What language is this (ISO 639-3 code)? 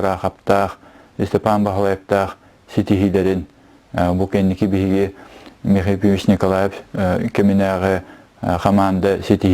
sah